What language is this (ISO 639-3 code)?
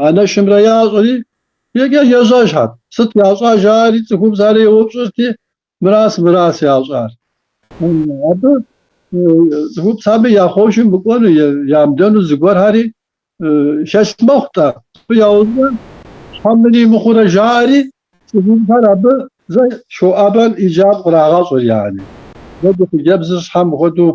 kbd